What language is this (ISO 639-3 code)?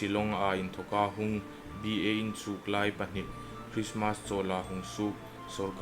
hmr